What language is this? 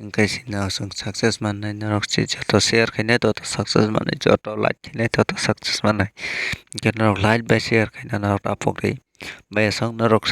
Kok Borok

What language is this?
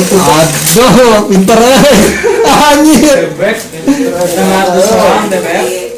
Sundanese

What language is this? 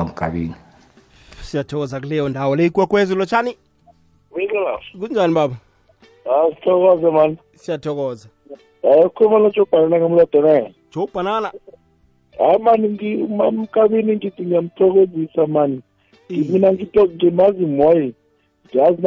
South Ndebele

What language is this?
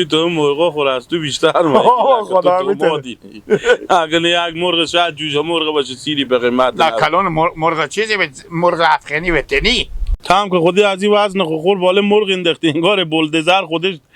Hazaragi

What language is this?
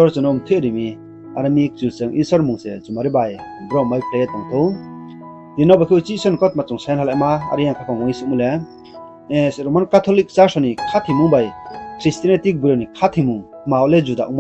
Riang (India)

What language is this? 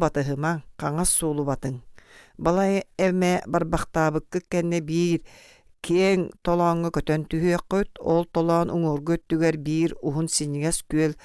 Yakut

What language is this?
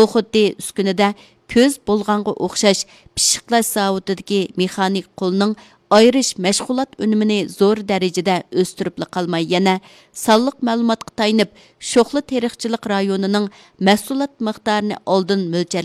Uyghur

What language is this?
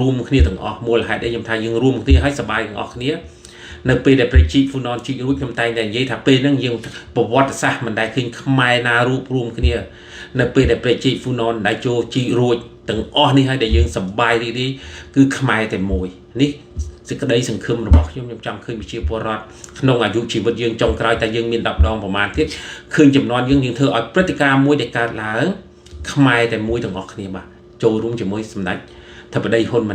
Khmer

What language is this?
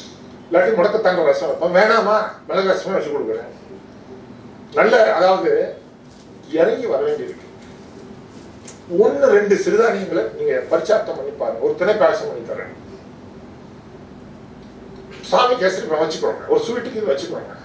Tamil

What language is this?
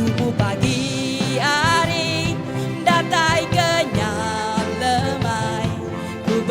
Iban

